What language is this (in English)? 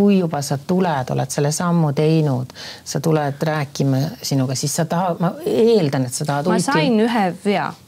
Estonian